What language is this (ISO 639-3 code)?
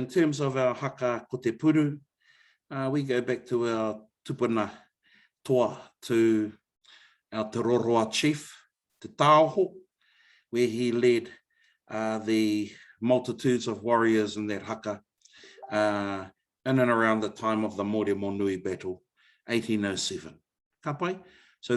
mri